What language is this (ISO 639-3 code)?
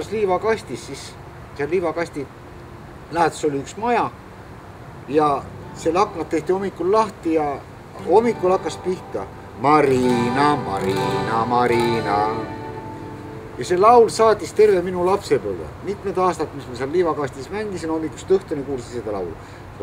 est